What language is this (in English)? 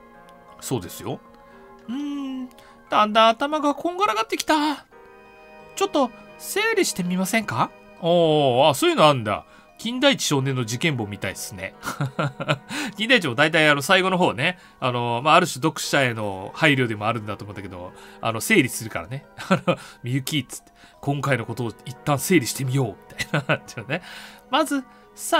Japanese